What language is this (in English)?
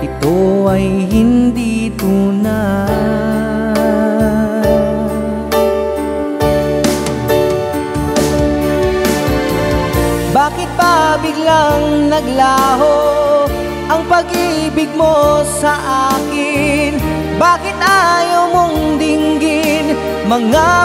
Filipino